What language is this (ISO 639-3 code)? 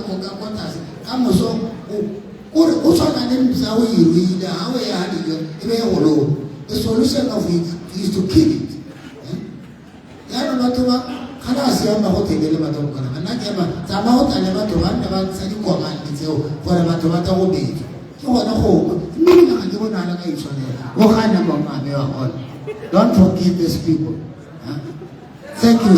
tsn